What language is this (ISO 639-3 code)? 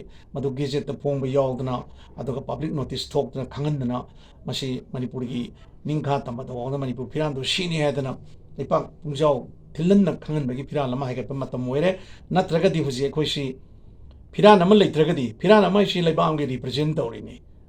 mni